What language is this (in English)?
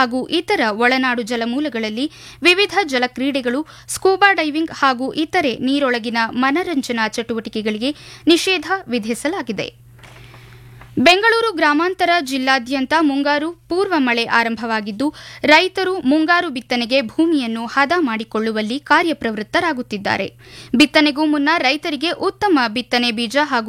Kannada